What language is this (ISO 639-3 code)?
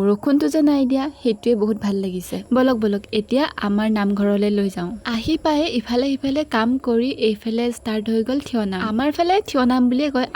asm